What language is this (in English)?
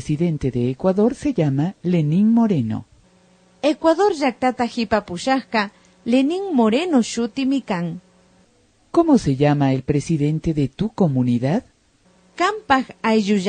Imbabura Highland Quichua